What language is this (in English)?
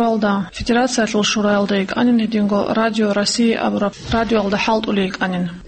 Avaric